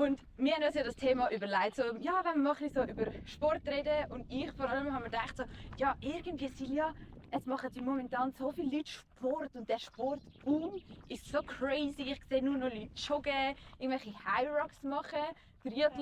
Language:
Swiss German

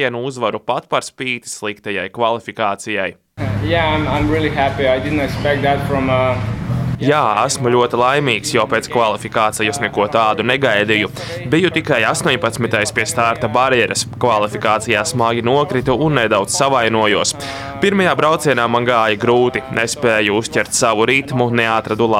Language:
Latvian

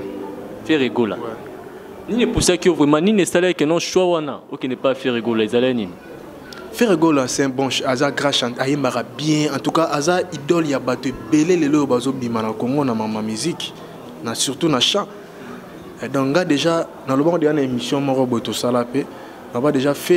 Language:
Lingala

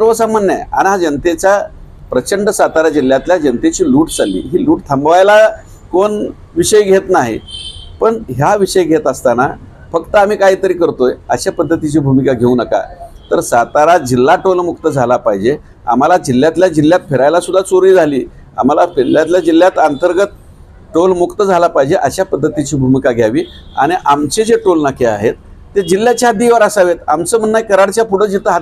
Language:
Marathi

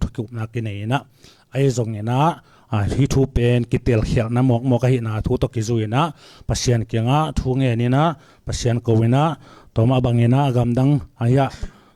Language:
Tedim Chin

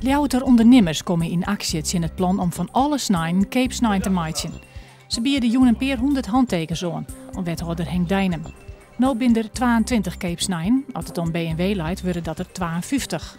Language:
Western Frisian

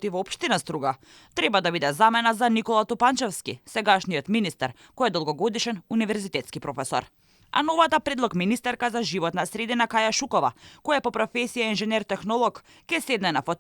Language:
Macedonian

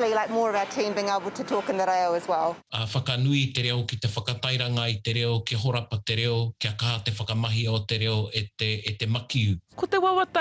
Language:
Māori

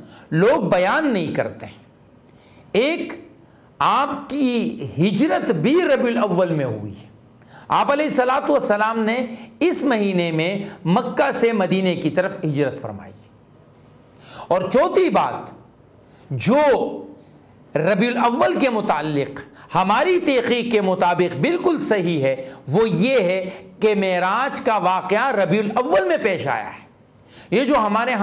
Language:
Urdu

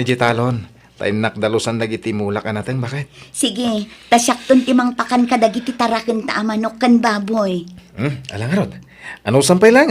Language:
Iloko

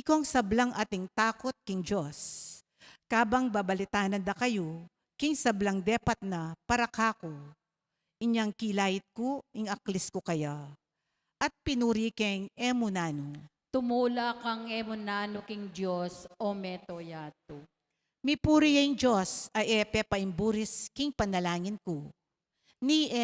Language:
Pampanga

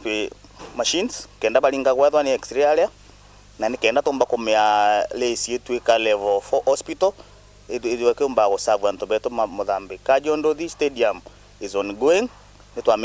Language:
Meru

